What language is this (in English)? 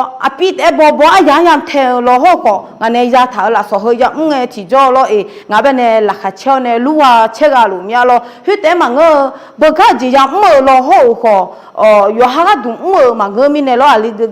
Akha